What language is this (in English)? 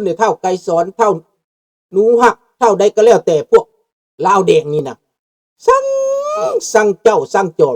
Lao